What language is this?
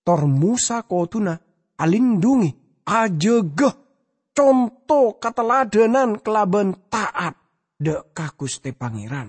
Madurese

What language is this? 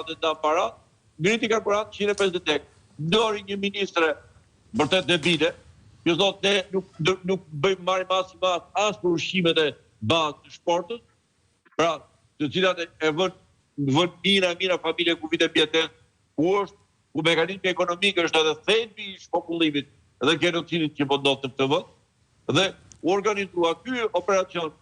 Albanian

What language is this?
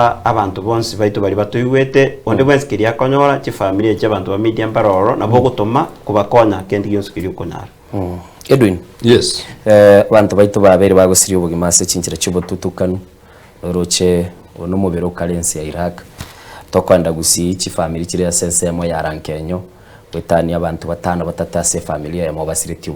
Gusii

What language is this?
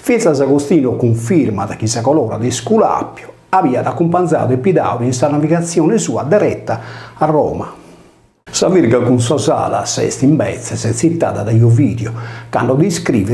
Sardinian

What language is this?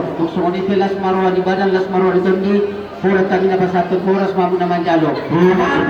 Batak Toba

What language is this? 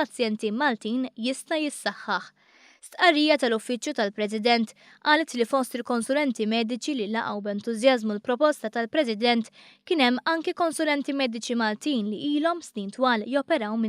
Maltese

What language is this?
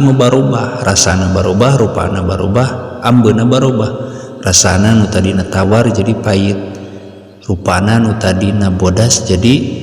Sundanese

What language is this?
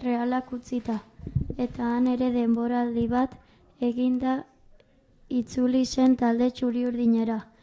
Basque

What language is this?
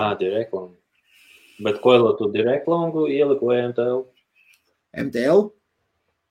Latvian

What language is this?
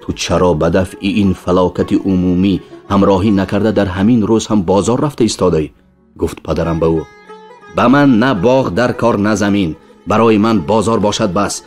Tajik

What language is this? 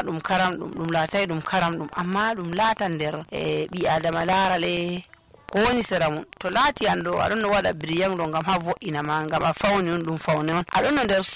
Nigerian Fulfulde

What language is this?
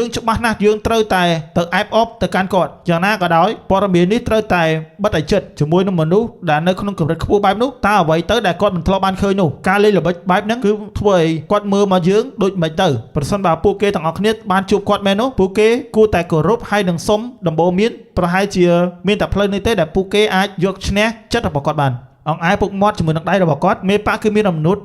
Khmer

